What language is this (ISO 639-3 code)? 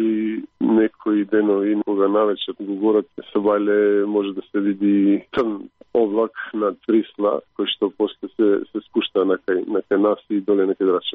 mkd